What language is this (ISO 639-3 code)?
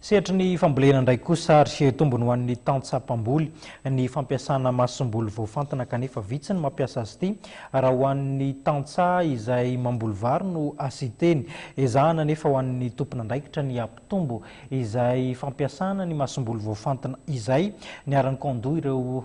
mlg